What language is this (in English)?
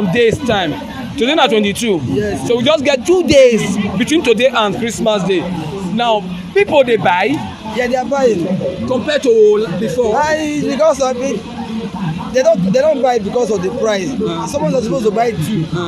Nigerian Pidgin